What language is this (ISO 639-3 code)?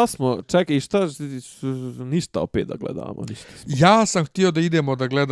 bos